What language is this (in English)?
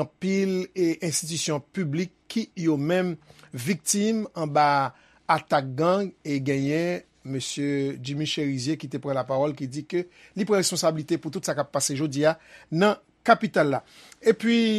Haitian Creole